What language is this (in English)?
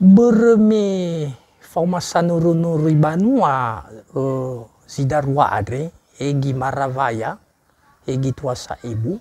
Nias